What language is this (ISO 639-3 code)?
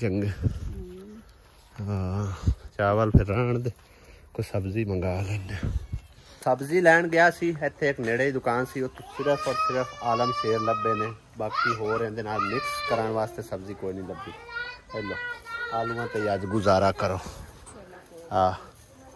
pan